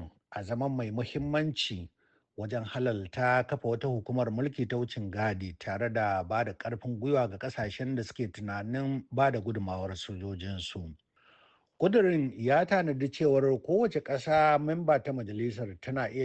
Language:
Hausa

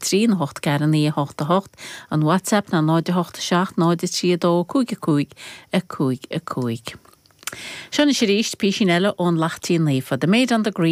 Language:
Irish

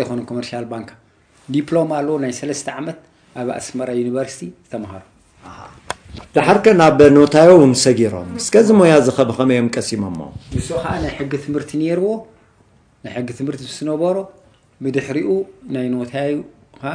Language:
Tigrinya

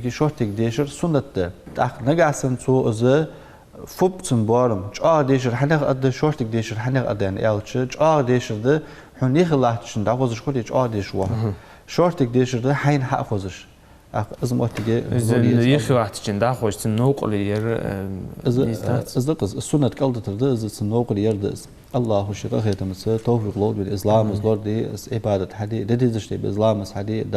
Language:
Ingush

